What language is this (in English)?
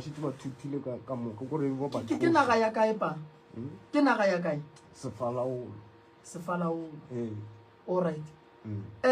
Northern Sotho